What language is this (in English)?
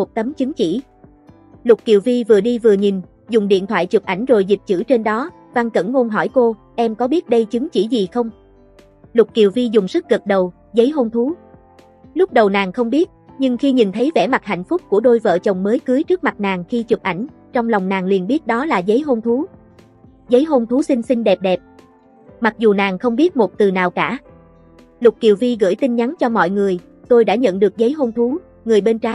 Vietnamese